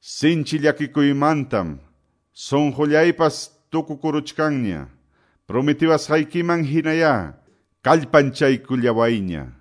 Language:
Quechua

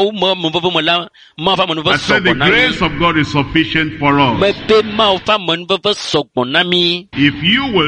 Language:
Ewe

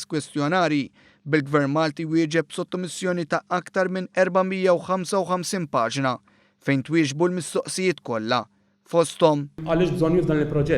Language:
Maltese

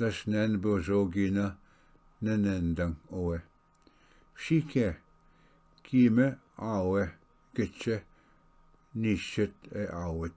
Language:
Ojibwa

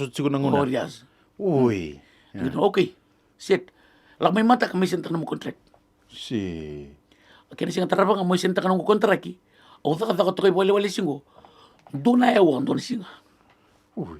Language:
Fijian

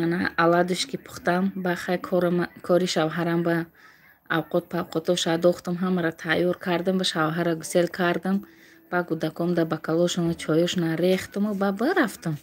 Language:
Tajik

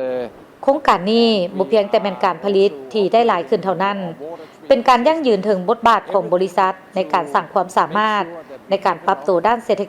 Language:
Lao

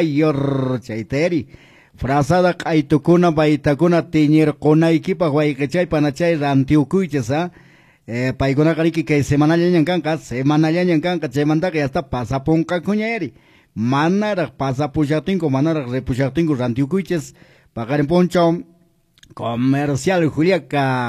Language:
Quechua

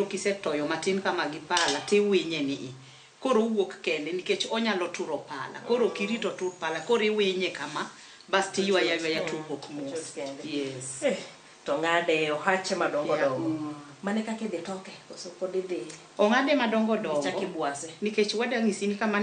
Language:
Luo (Kenya and Tanzania)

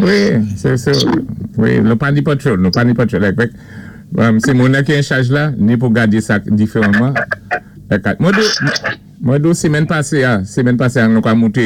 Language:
Saint Lucian Creole French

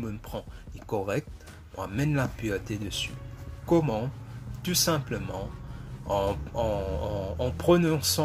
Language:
Morisyen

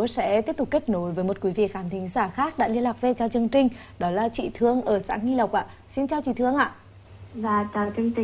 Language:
Vietnamese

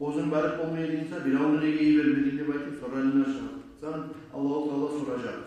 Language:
Kumyk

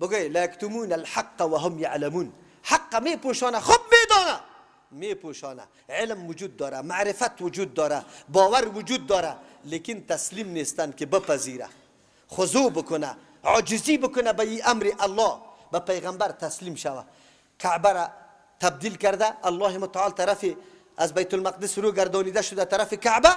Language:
Persian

